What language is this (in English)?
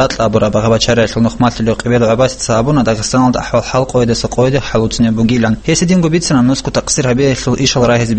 Avaric